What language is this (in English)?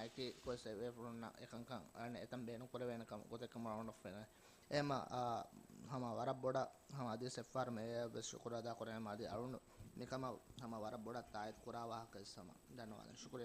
Divehi